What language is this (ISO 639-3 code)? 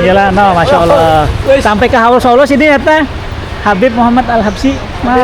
bjn